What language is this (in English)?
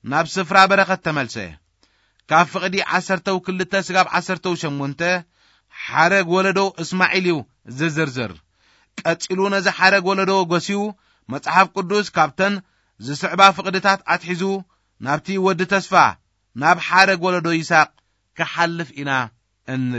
Tigrinya